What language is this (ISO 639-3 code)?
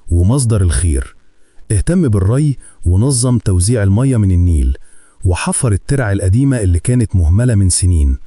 arz